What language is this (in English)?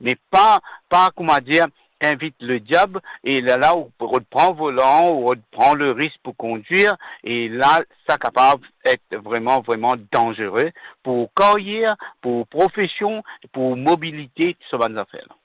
Morisyen